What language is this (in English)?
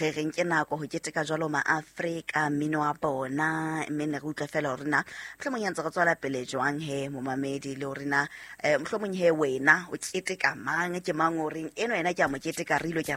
Southern Sotho